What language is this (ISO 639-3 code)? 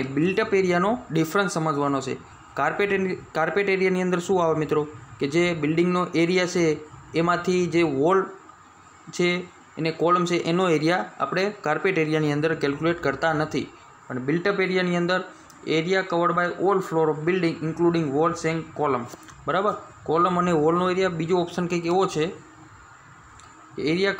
guj